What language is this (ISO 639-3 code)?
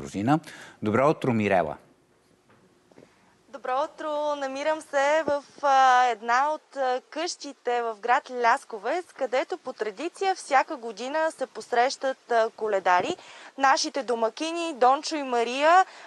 bul